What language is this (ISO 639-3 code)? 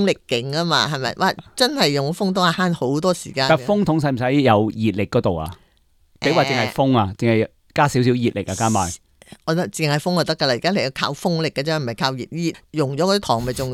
yue